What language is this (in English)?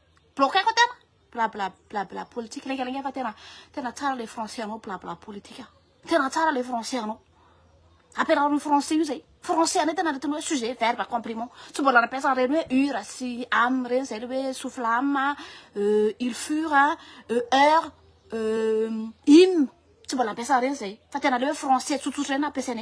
Malagasy